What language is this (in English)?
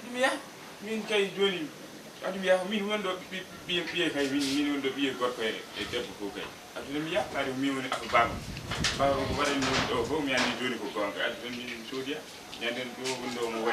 Fula